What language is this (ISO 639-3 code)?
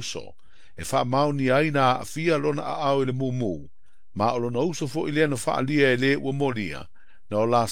smo